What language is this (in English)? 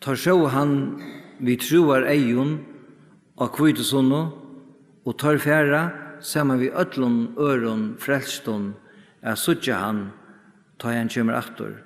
Faroese